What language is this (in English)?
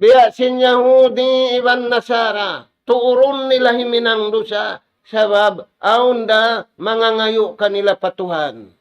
Tausug